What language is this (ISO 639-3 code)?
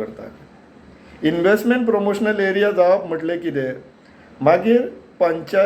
kok